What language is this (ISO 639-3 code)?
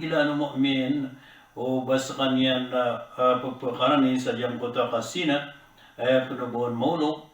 mrw